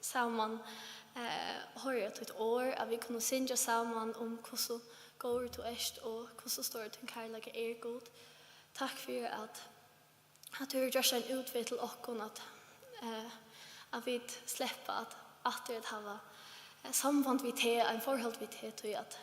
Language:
Faroese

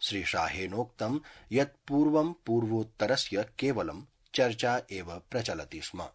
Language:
Sanskrit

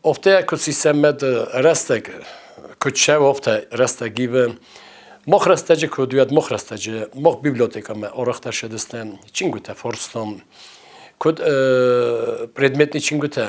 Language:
Ossetic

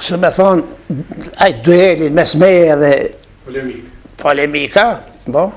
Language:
Albanian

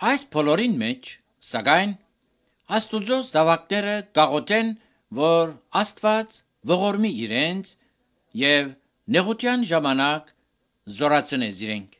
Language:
Armenian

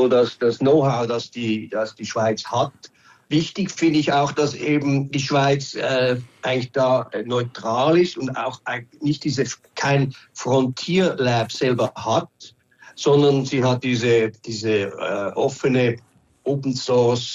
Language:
German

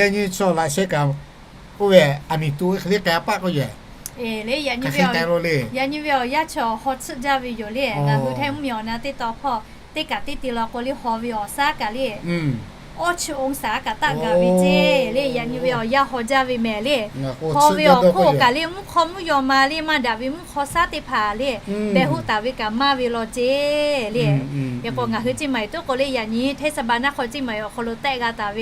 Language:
Lahu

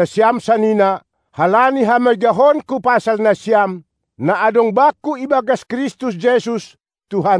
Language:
Batak Simalungun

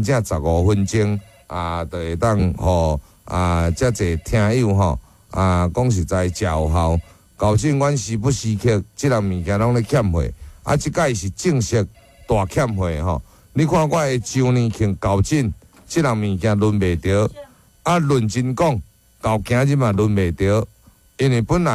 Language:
Min Nan Chinese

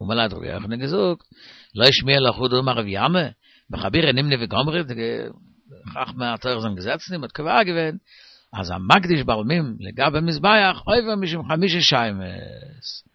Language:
Yiddish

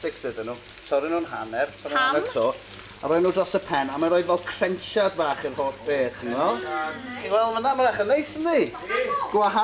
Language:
Welsh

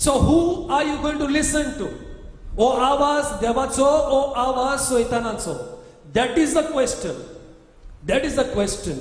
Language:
Konkani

